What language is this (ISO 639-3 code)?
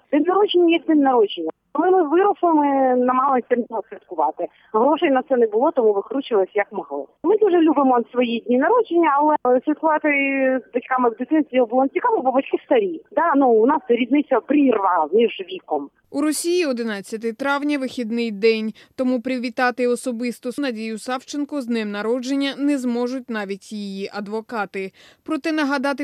ukr